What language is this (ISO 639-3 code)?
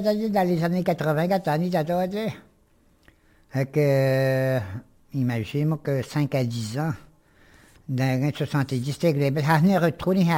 fra